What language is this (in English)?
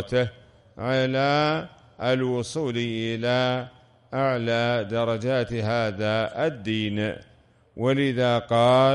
Arabic